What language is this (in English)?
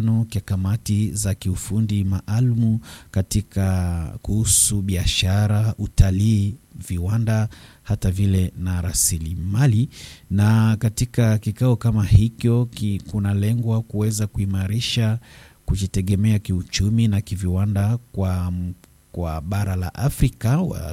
Swahili